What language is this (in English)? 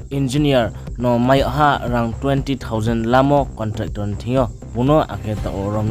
Riang (India)